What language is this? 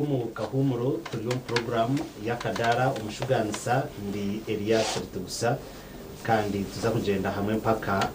Nyankole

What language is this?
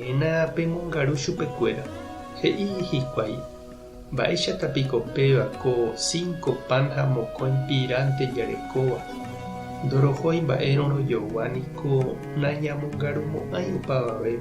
Guarani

